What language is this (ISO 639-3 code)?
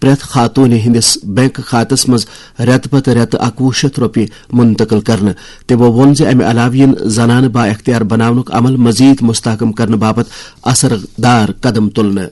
kas